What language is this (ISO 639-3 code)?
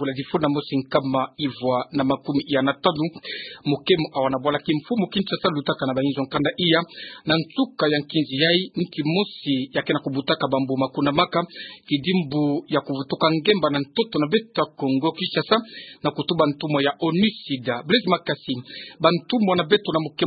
ktu